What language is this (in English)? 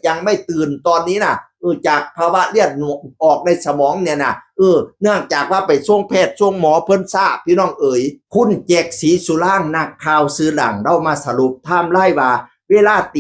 Northeastern Thai